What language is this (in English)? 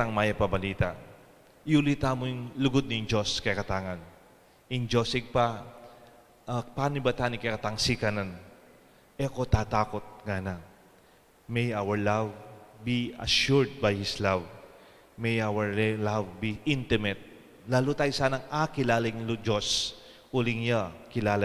Pampanga